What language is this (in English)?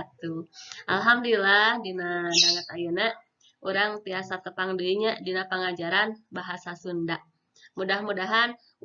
Sundanese